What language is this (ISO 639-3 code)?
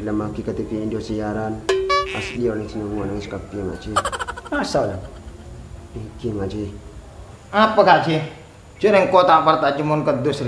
mad